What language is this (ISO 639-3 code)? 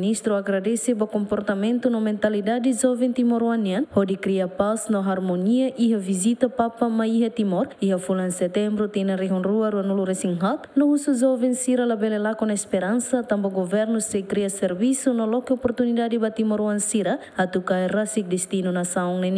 tet